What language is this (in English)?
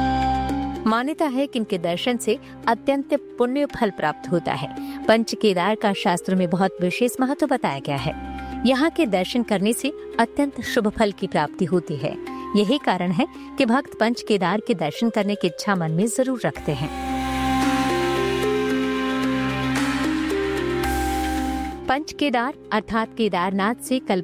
Hindi